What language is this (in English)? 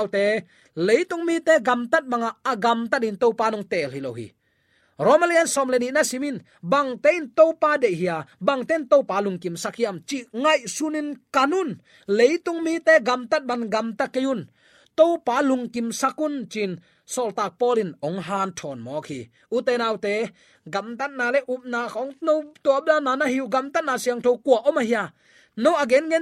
Tedim Chin